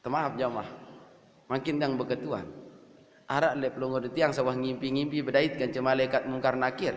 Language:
Sasak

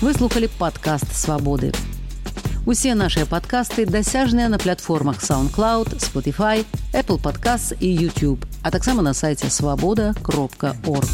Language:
Belarusian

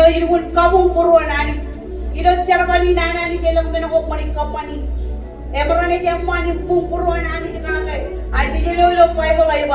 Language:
Marshallese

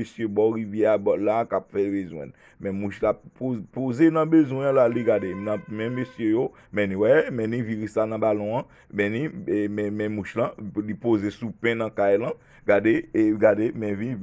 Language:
Haitian Creole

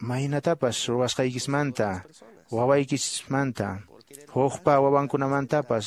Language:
Quechua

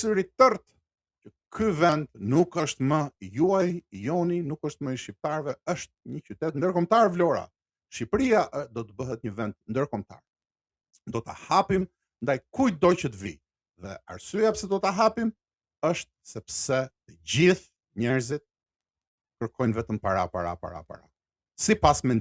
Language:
Albanian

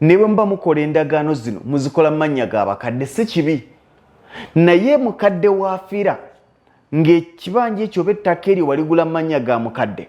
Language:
Ganda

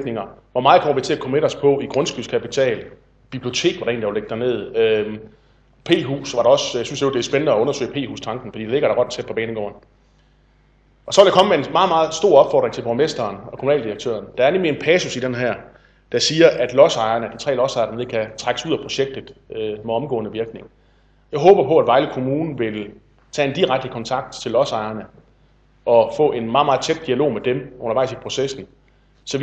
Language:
Danish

